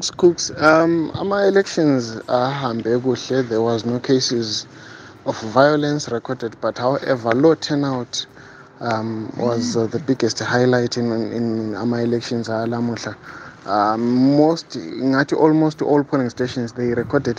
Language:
North Ndebele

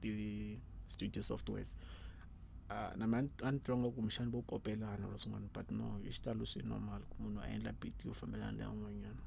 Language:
Tsonga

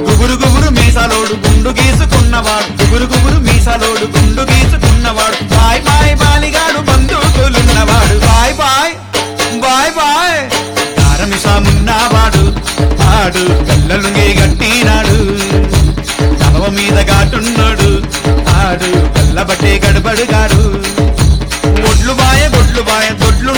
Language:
Telugu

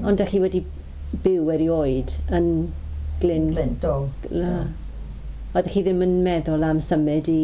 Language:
Welsh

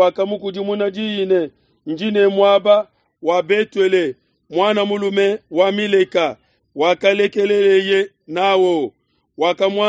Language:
Luba-Lulua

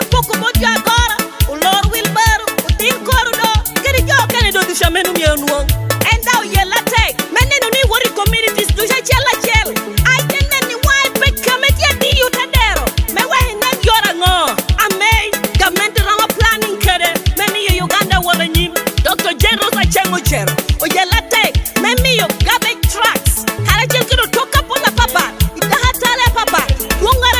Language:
Lango (Uganda)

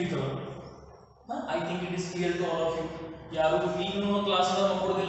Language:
Kannada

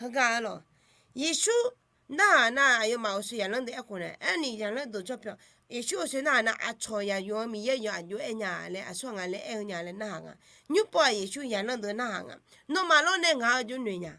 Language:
Akha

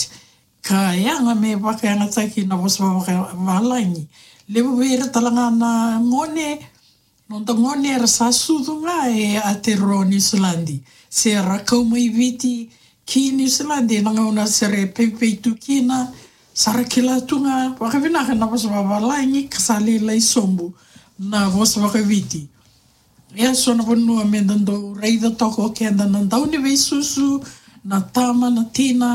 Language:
Fijian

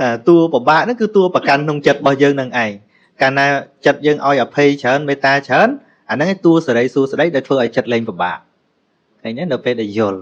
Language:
Khmer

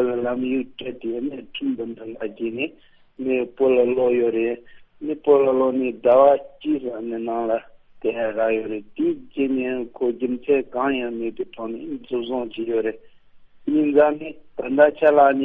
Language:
Tibetan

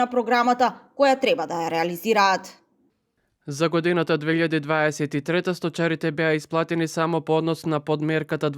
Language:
Macedonian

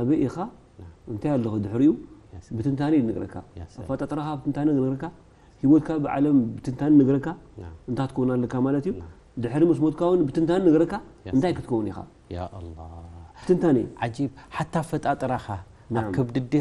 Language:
Tigrinya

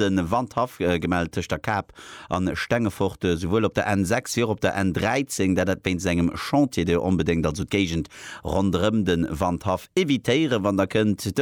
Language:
Luxembourgish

